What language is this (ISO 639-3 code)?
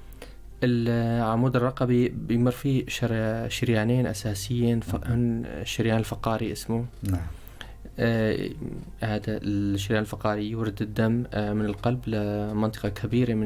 apc